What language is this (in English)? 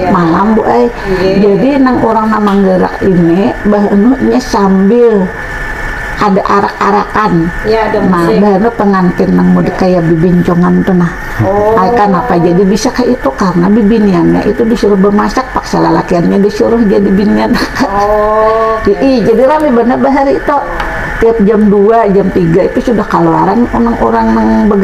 Banjar